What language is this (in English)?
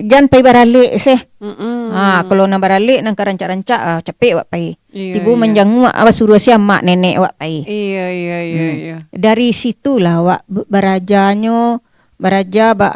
Minangkabau